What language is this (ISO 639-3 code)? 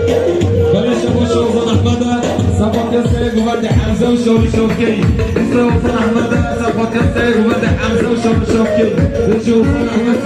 kur